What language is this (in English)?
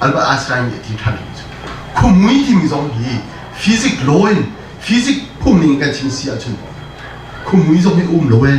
Hakha Chin